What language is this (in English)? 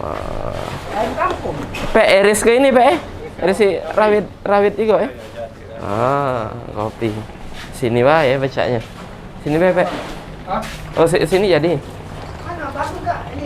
Musi